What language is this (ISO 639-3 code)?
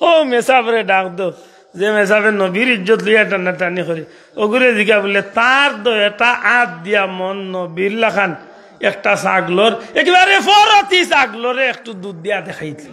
syl